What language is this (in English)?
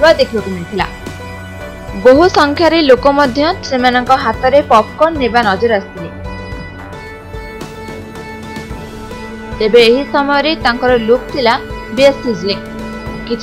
Odia